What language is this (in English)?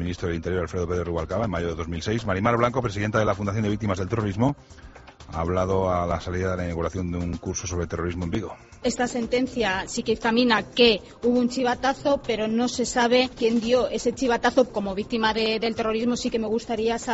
Spanish